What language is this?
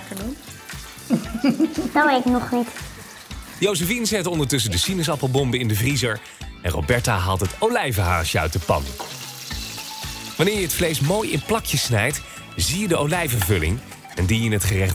Dutch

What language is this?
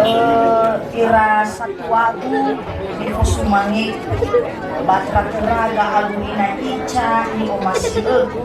Nias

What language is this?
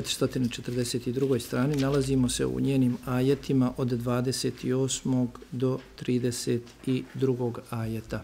Bosnian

